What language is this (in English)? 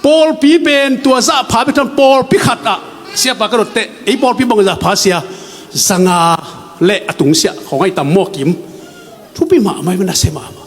Tedim Chin